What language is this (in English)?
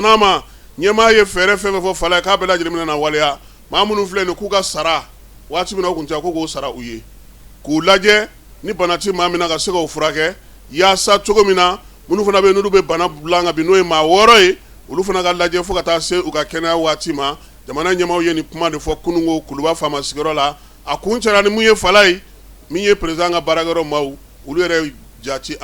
Bambara